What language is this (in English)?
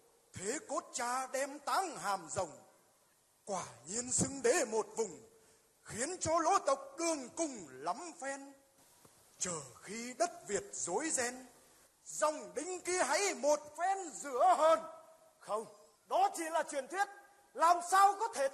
Vietnamese